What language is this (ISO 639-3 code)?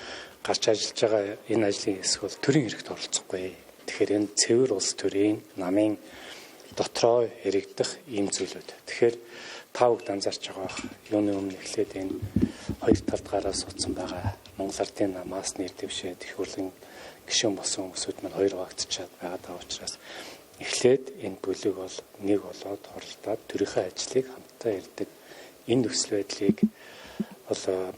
mon